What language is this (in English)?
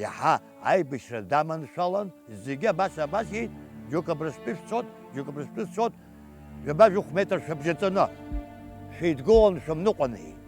Abkhazian